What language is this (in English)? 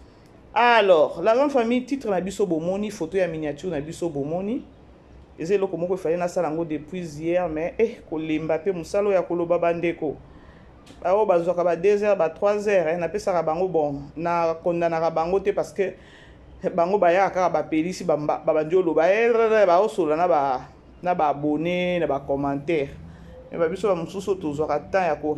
Lingala